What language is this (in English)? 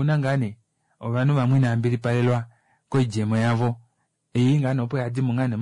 Kuanyama